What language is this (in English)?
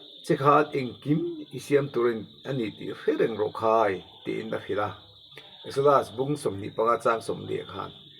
Mizo